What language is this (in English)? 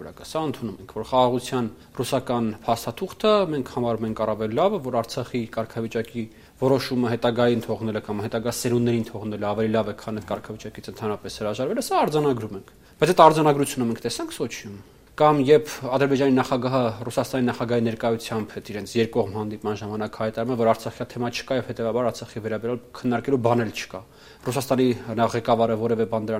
Armenian